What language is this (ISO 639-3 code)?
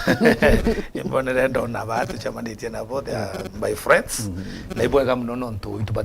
mer